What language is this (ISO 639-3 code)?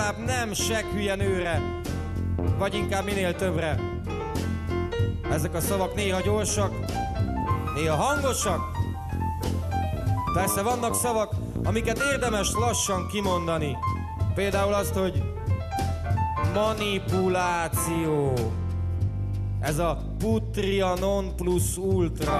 hun